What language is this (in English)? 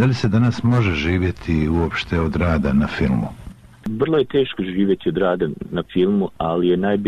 Bosnian